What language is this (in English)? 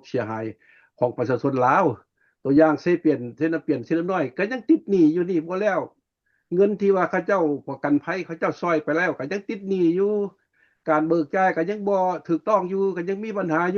Lao